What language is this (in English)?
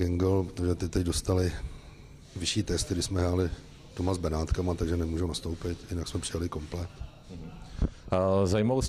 Czech